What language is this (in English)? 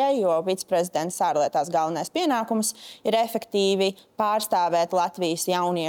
Latvian